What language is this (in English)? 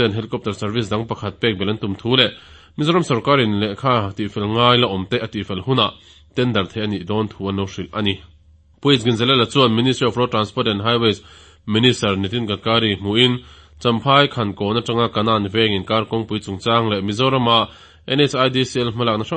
Mizo